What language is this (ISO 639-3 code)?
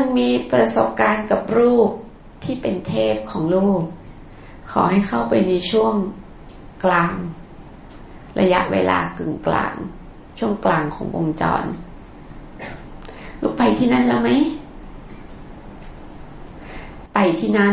tha